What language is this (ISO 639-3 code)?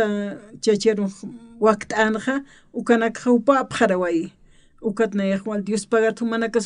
aym